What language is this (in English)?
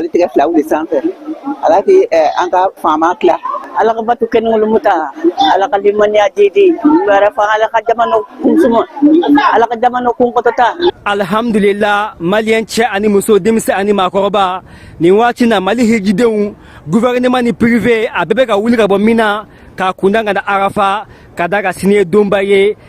Bambara